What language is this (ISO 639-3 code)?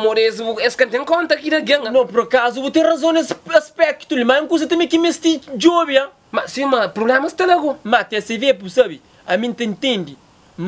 kea